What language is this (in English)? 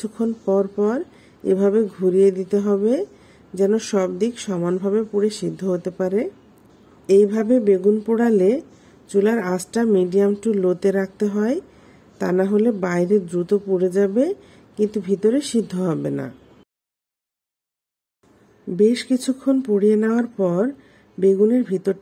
Bangla